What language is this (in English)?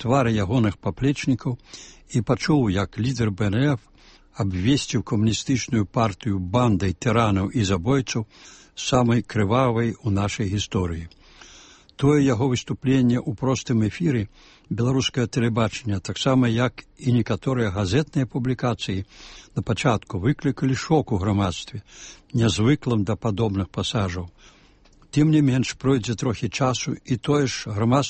Belarusian